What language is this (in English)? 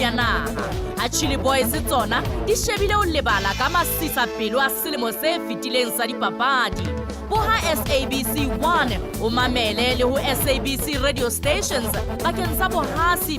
Southern Sotho